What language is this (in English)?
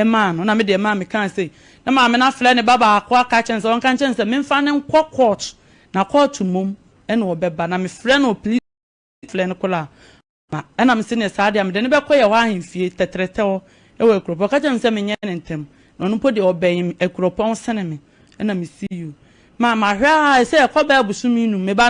Akan